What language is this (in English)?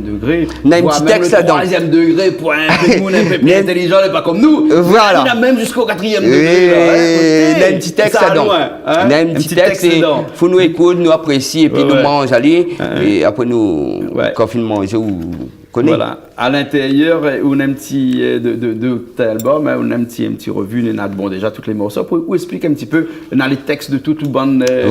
Réunion Creole French